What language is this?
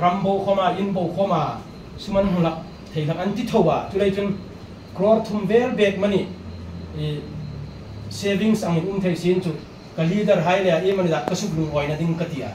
Hmar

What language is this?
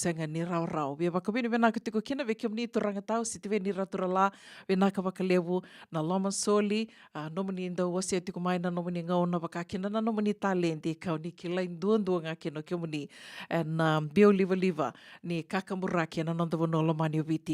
Fijian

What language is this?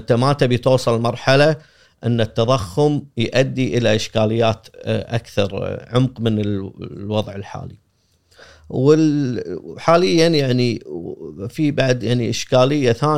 Gulf Arabic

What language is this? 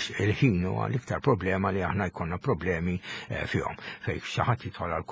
Maltese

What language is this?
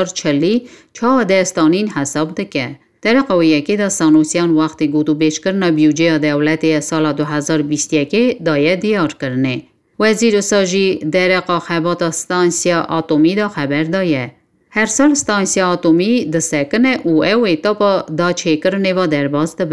Kurdish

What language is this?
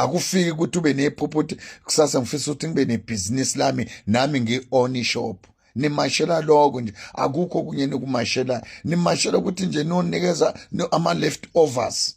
Zulu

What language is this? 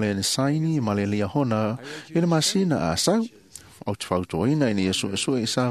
Samoan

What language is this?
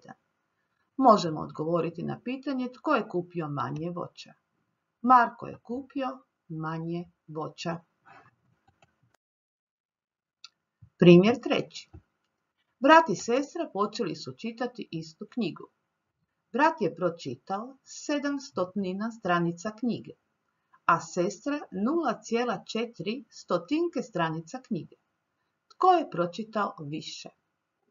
Croatian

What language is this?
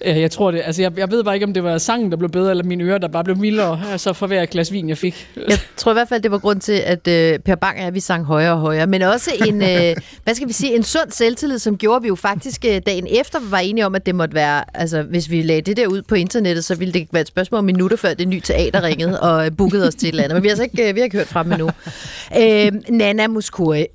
Danish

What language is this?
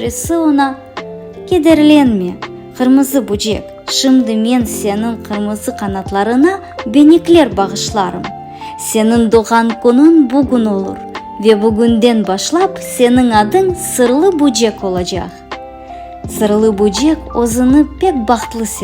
Crimean Tatar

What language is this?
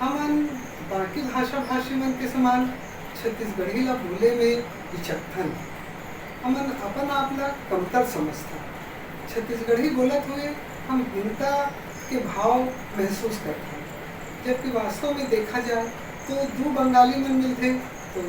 Chhattisgarhi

